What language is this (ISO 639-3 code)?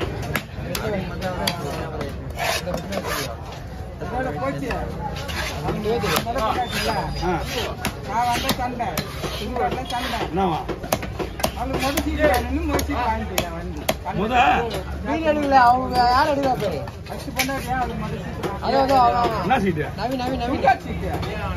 tam